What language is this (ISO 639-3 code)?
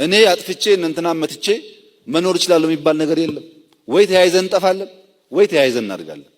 amh